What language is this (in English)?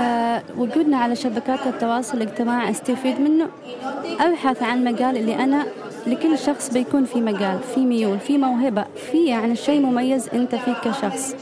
Gulf Arabic